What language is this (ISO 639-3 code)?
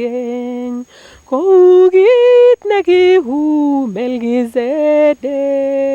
niq